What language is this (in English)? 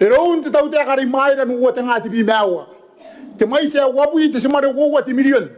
Gilbertese